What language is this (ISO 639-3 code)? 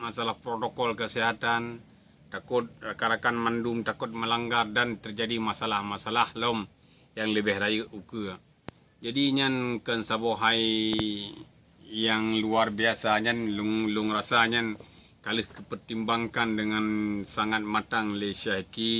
ace